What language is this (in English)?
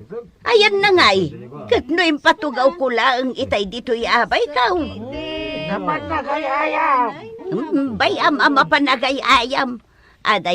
Iloko